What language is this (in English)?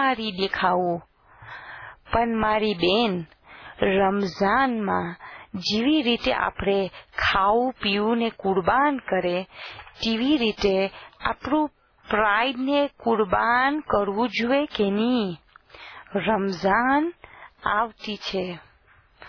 Gujarati